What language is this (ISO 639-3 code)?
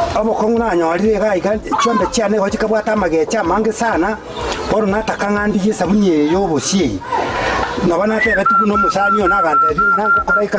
guz